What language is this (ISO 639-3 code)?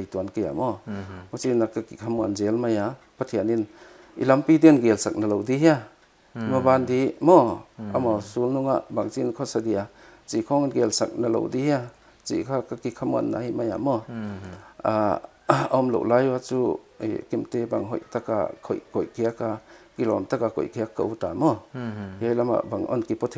pck